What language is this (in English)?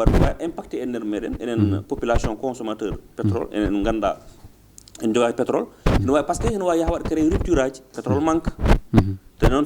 Fula